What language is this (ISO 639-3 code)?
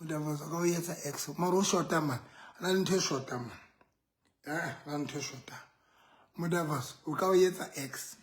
sot